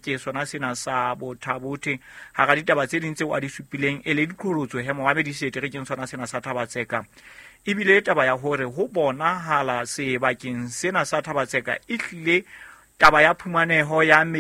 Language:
Southern Sotho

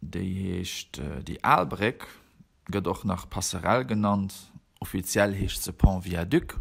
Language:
Luxembourgish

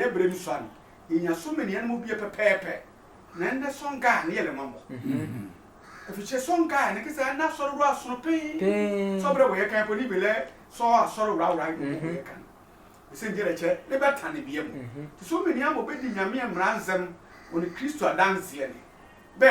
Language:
Sehwi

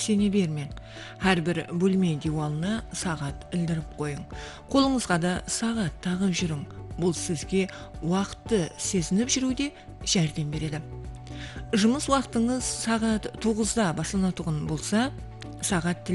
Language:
Kara-Kalpak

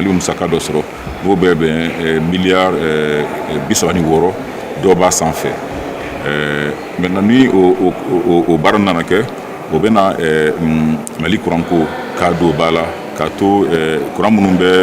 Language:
Bambara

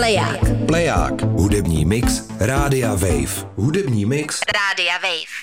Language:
Czech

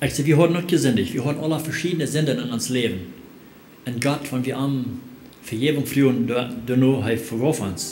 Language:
Plautdietsch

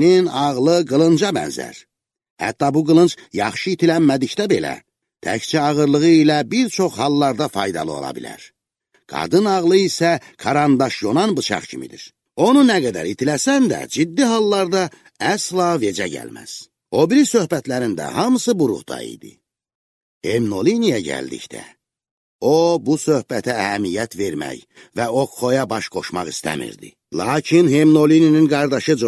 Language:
Azerbaijani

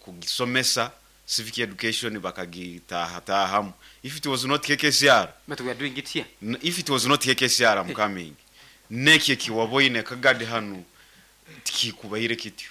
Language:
Nyoro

